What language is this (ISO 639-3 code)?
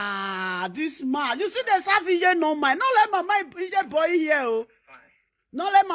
pcm